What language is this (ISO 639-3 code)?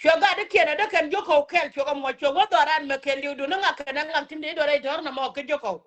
nus